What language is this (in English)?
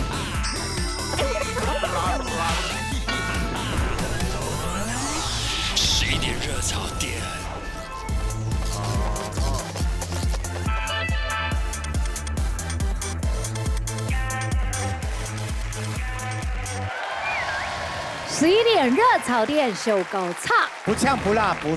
Chinese